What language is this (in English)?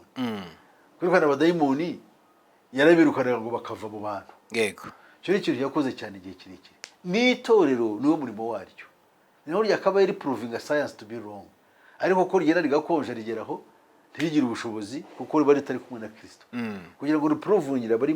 Kinyarwanda